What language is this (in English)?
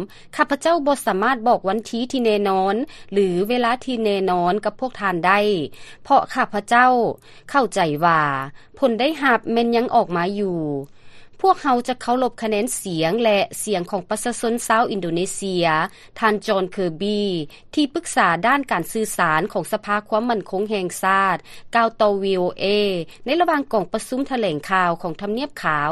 Lao